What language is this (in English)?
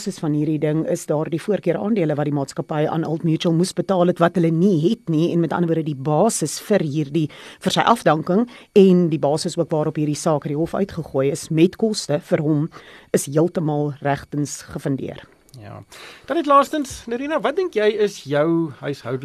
Afrikaans